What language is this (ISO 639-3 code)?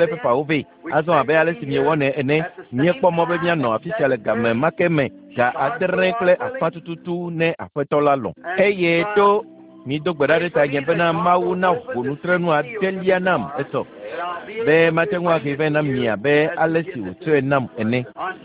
ewe